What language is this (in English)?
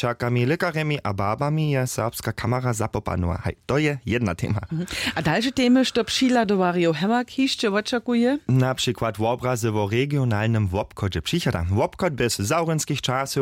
Upper Sorbian